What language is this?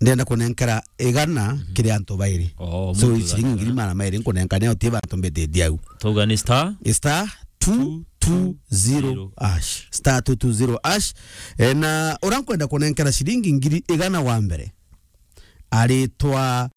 Meru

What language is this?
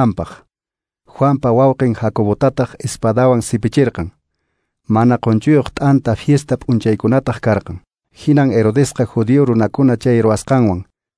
Quechua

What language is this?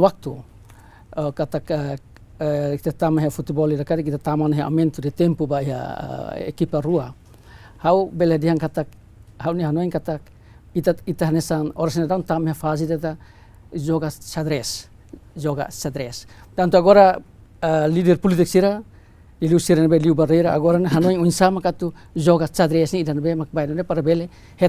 Tetum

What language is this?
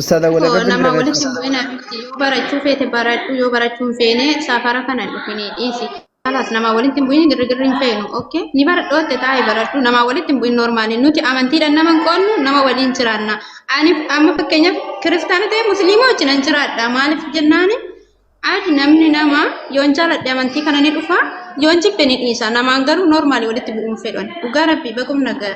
Oromo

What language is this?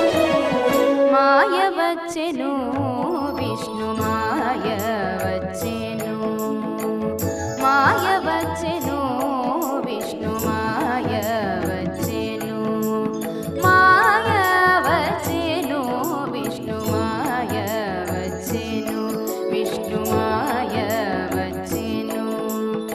Telugu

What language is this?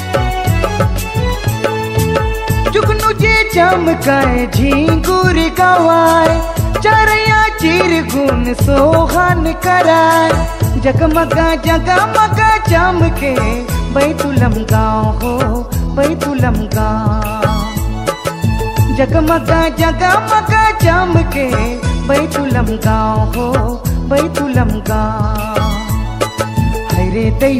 Sadri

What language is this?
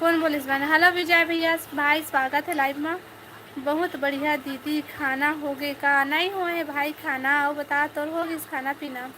Chhattisgarhi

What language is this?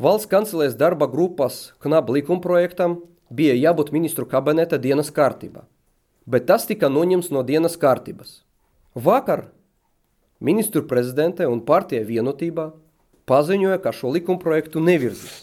Latvian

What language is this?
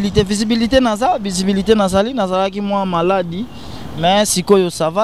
Lingala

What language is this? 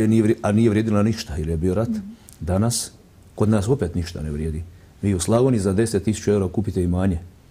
Croatian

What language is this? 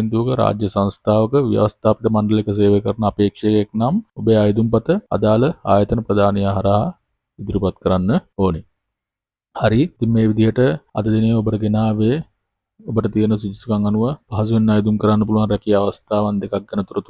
Sinhala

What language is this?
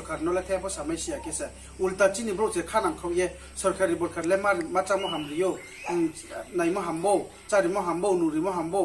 Riang (India)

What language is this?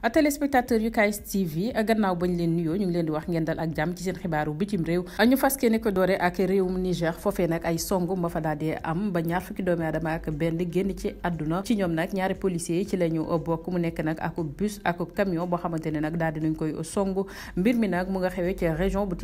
Wolof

